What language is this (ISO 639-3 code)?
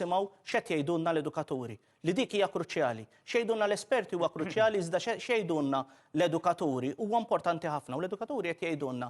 mlt